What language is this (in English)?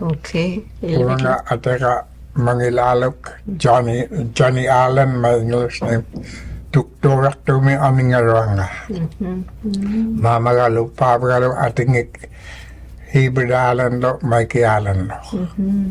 Inuktitut